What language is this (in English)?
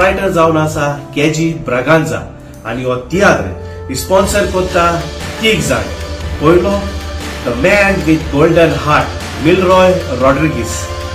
Konkani